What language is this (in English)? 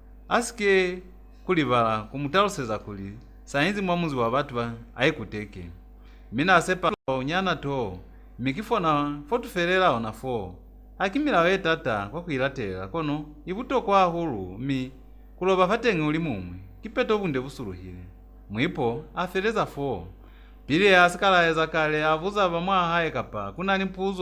Lozi